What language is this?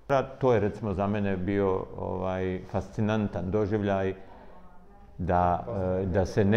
Bosnian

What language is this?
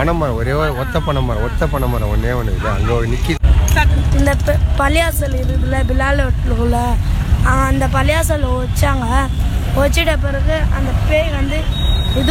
Tamil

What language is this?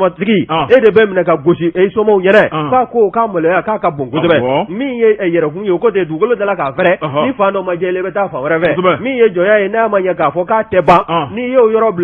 Bambara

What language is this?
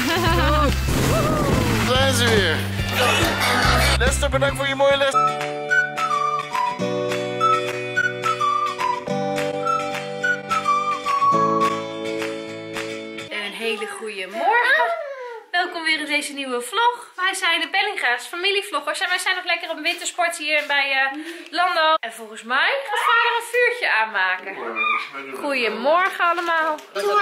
Dutch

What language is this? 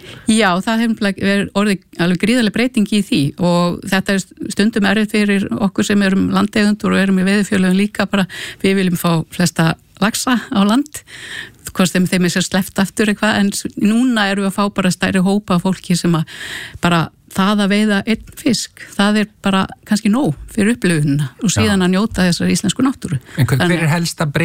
Icelandic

